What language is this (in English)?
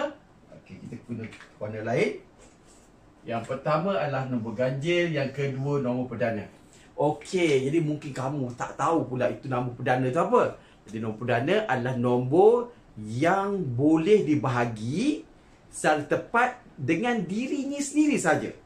Malay